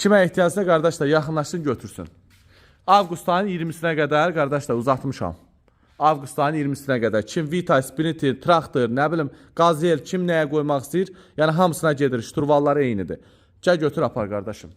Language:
Azerbaijani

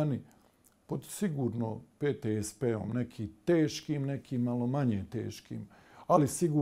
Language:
Bosnian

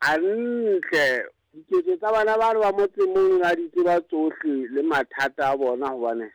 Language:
Southern Sotho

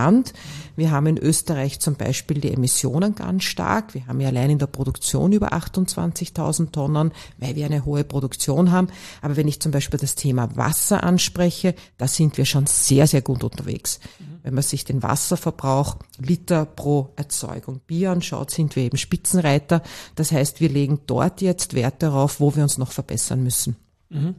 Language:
German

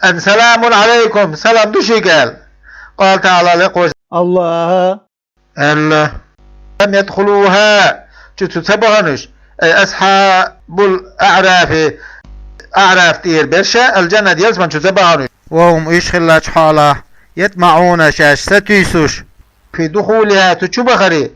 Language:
Chechen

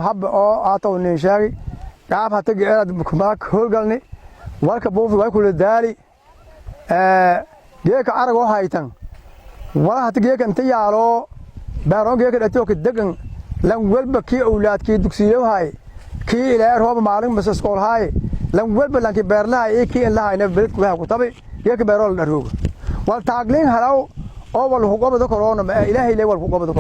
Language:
Somali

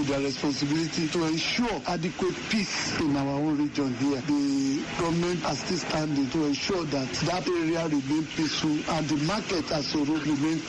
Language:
Hausa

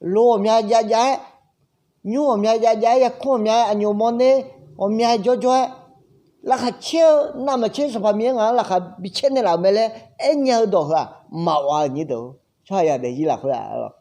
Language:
Akha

